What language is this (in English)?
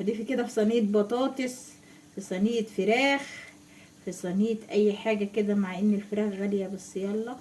Egyptian Arabic